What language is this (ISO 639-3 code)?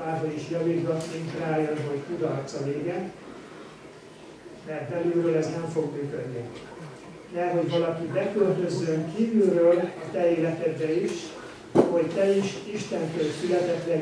hun